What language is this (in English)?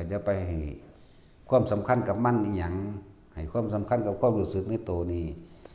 Northeastern Thai